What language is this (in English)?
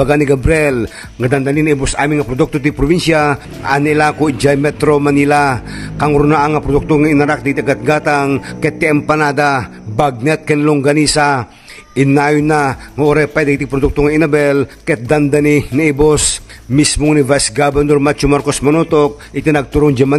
Iloko